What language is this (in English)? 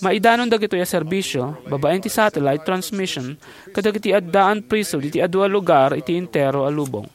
Iloko